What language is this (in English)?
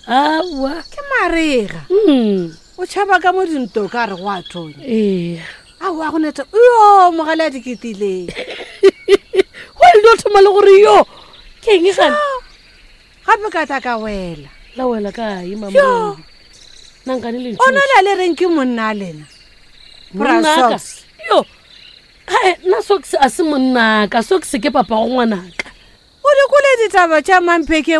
Northern Sotho